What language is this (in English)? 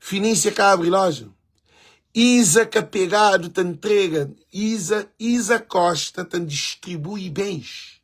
Kabuverdianu